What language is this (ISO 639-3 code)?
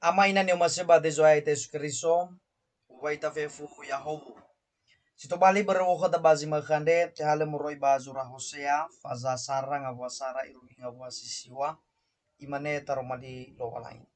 nia